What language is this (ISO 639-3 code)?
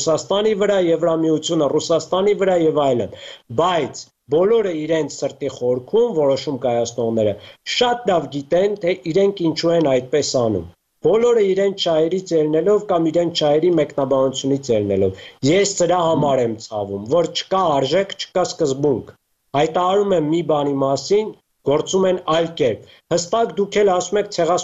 hye